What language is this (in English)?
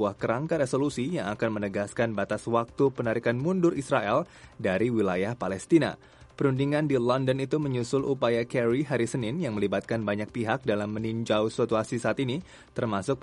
Indonesian